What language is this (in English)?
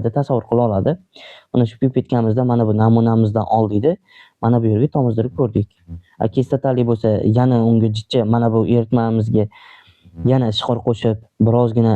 Uzbek